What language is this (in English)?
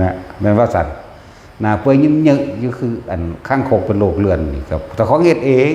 Northeastern Thai